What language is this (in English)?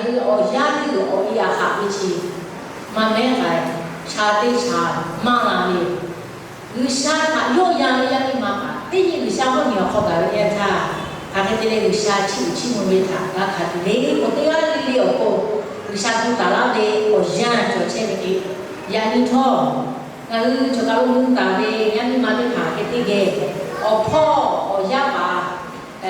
Lahu